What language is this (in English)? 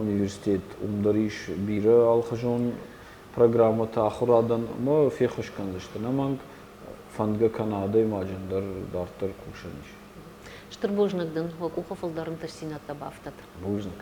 Ossetic